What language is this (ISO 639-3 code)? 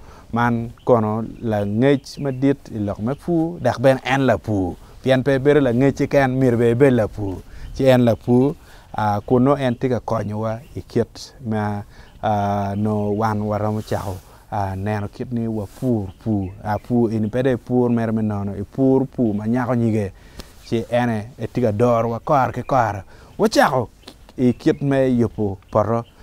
ach